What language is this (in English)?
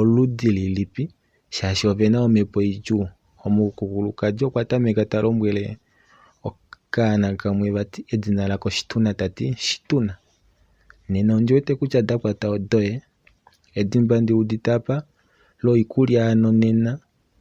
Kuanyama